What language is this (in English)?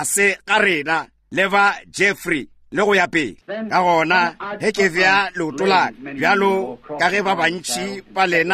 Northern Sotho